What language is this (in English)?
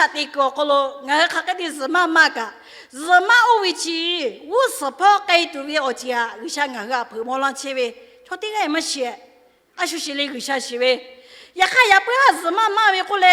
Lahu